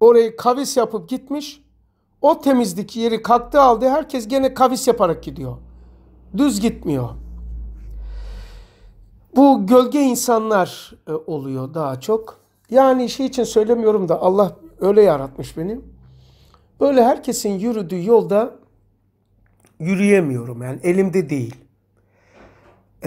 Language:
Turkish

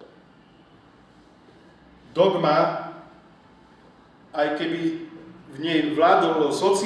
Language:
Slovak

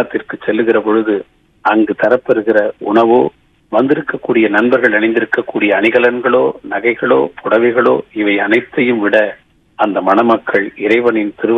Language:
Tamil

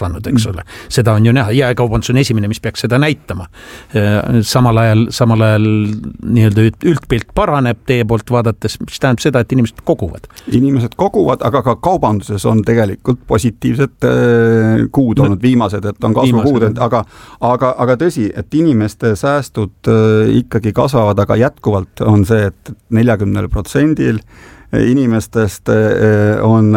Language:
Estonian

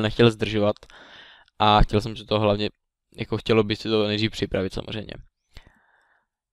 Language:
Czech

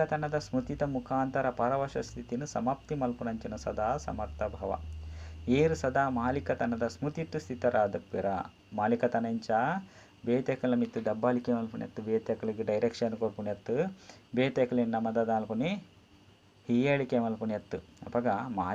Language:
Tulu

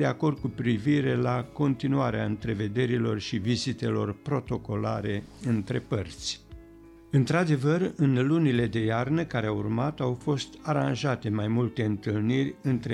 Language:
Romanian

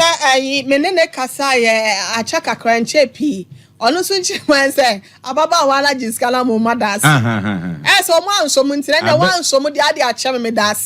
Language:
Akan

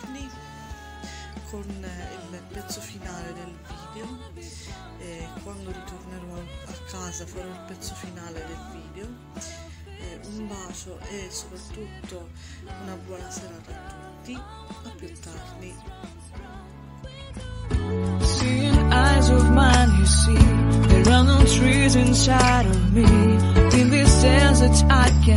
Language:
Italian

